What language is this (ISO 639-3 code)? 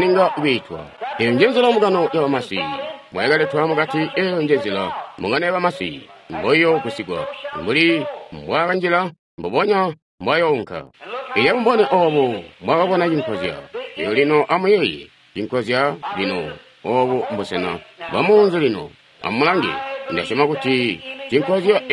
toi